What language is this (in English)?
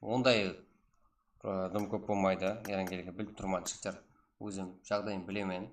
Kara-Kalpak